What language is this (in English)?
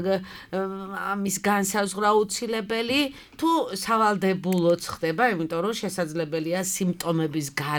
Georgian